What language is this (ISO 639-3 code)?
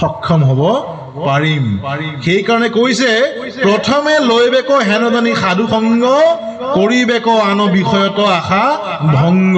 asm